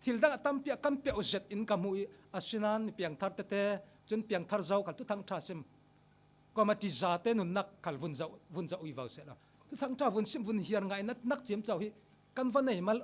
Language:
Falam Chin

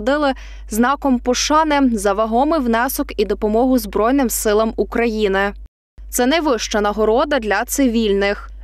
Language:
Ukrainian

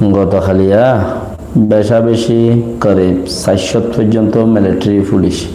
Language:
Rohingya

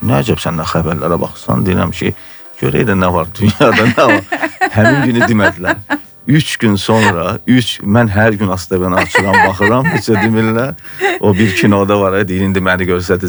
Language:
Azerbaijani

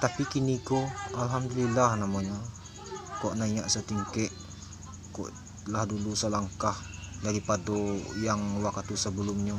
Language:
Minangkabau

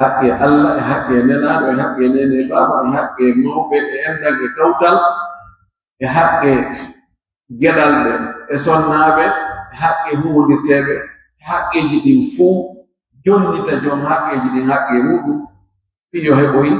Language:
Pular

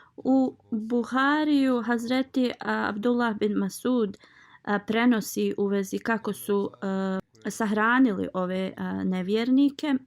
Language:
Bosnian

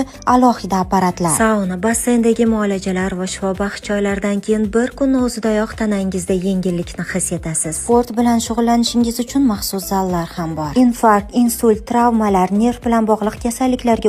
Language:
Uzbek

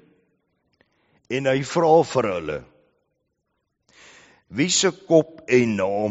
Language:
Afrikaans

